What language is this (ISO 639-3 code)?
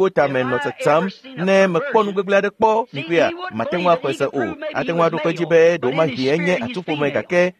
ewe